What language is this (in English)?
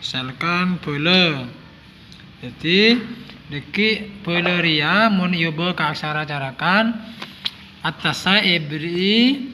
Madurese